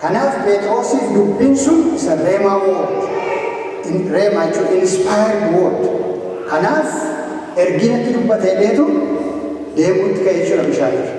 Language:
Oromo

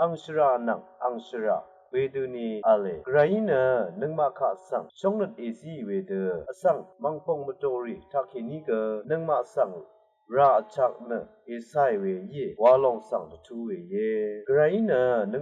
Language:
Rawang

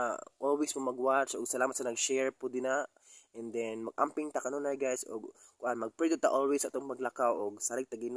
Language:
Cebuano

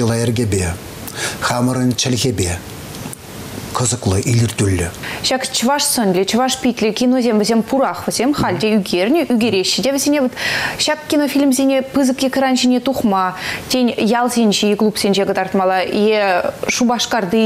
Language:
Chuvash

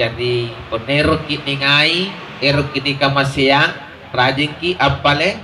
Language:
Makasar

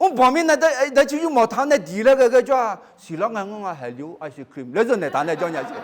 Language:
Akha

